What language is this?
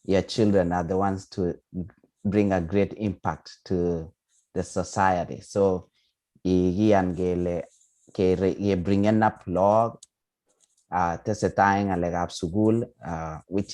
Kalenjin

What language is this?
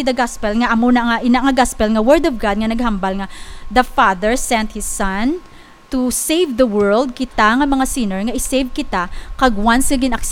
Hiligaynon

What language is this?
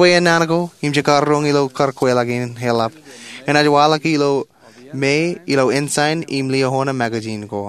Marshallese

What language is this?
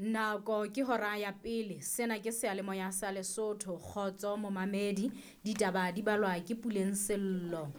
Southern Sotho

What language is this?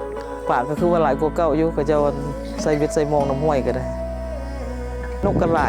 Lao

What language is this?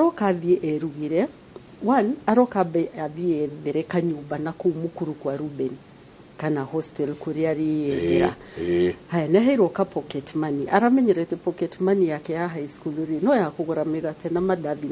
Kikuyu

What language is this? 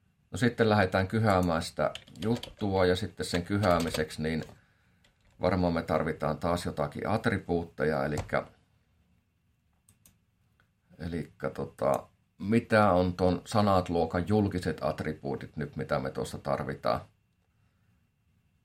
Finnish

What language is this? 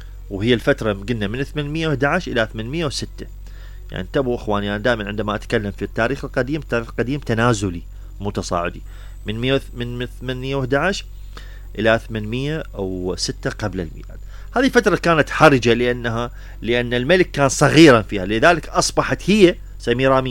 Mesopotamian Arabic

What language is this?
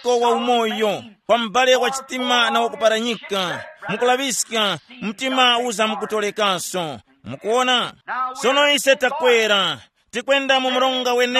Tumbuka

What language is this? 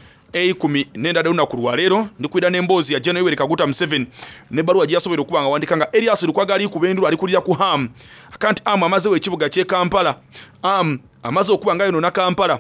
Soga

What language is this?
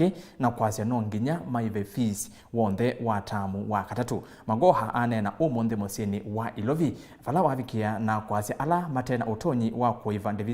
Kamba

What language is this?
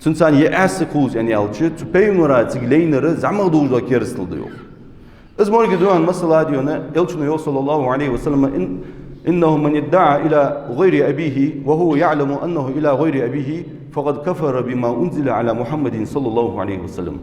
Ingush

